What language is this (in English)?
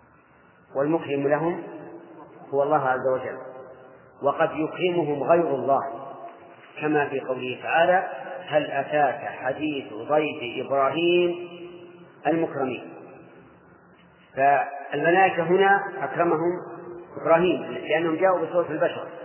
Arabic